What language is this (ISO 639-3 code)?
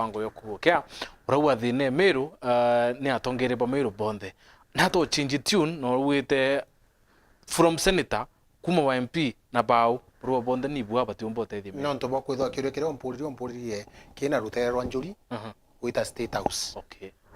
mer